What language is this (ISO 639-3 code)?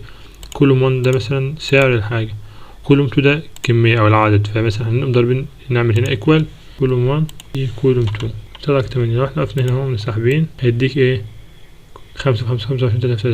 arz